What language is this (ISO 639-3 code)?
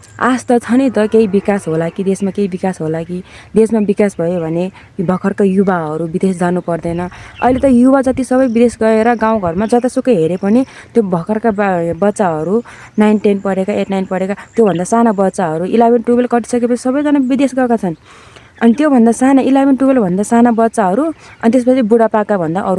nep